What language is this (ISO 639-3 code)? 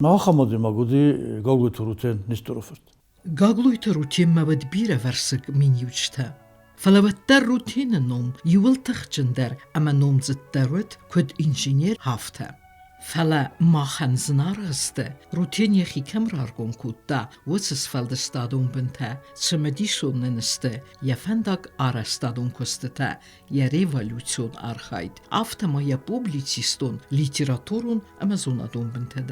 oss